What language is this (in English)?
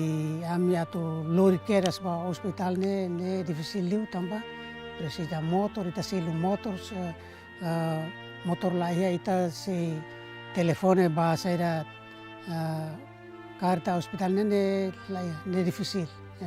Tetum